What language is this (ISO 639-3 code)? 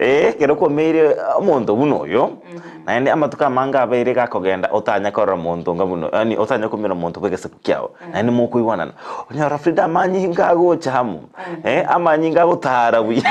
guz